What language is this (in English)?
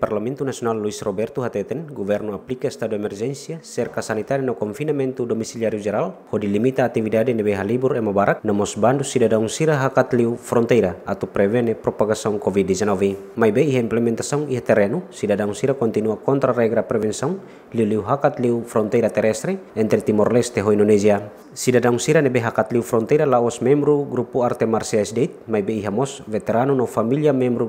Tetum